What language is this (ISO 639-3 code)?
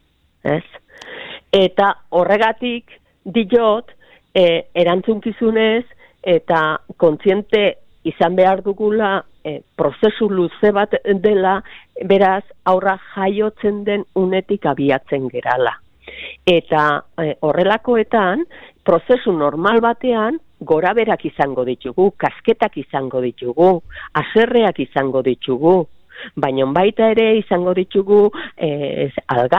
eus